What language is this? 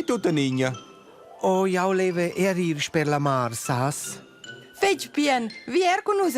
Romansh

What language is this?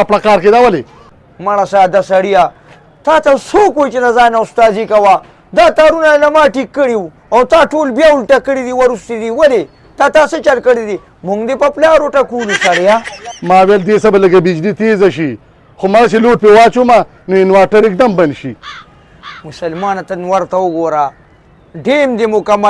Pashto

